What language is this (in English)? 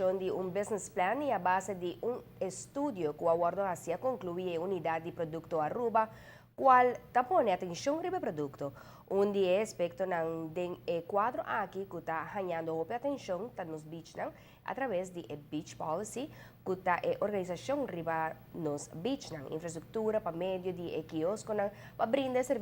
Papiamento